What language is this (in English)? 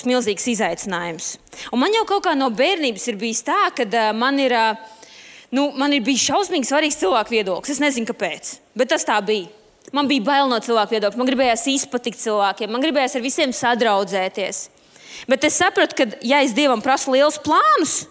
Latvian